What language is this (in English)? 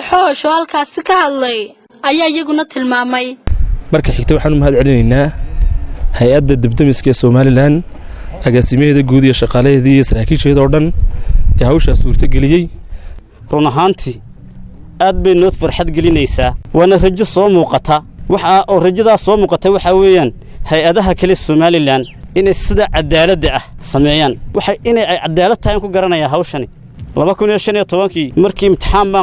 Somali